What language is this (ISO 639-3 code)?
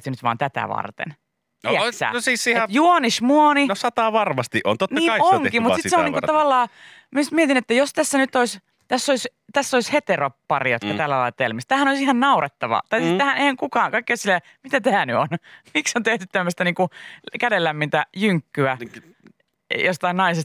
fin